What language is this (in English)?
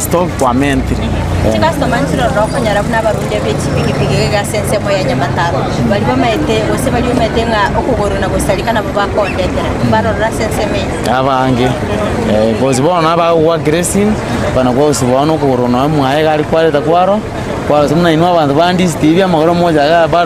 Gusii